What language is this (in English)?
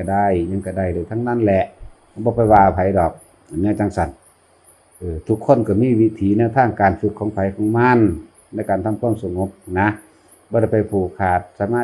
Northeastern Thai